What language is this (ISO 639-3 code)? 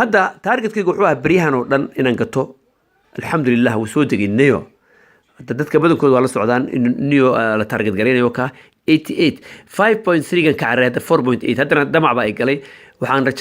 som